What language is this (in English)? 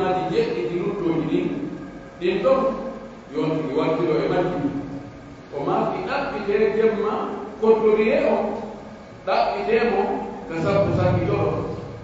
Pular